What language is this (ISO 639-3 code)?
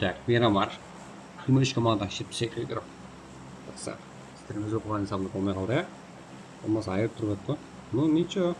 kaa